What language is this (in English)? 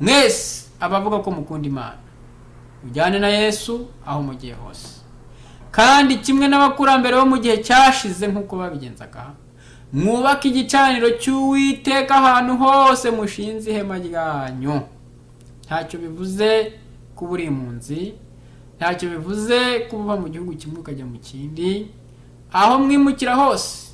Kinyarwanda